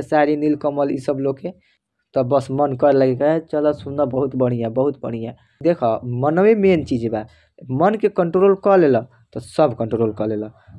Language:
Bhojpuri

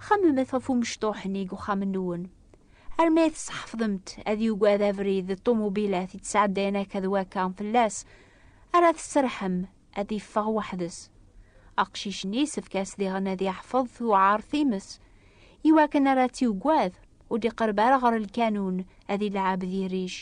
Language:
Kabyle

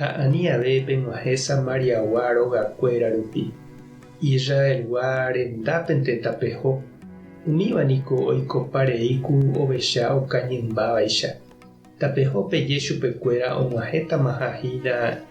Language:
Guarani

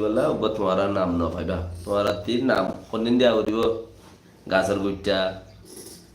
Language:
Rohingya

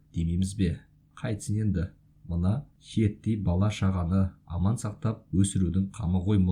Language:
Kazakh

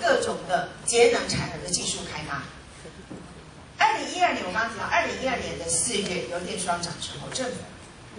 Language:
Chinese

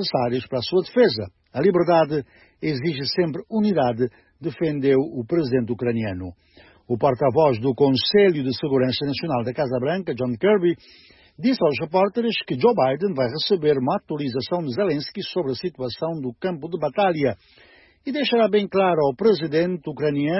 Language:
Portuguese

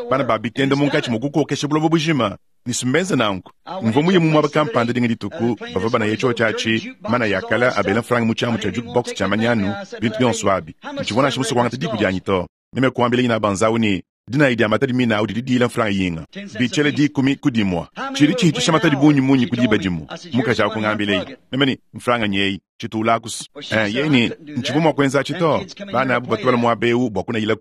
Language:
Luba-Lulua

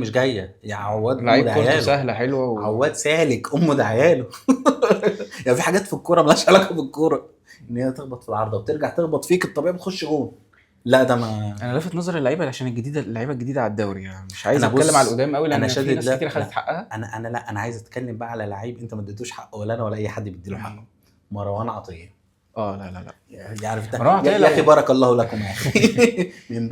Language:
Egyptian Arabic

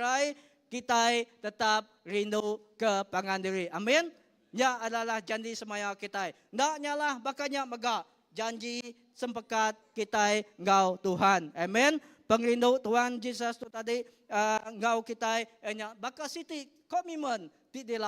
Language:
Iban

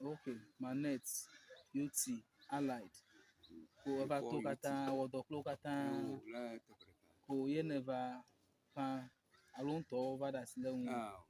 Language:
Ewe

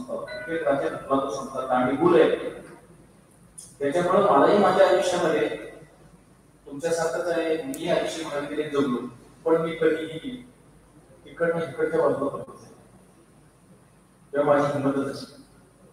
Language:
Marathi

